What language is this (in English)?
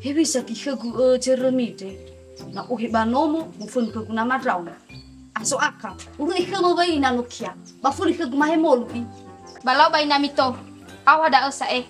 Nias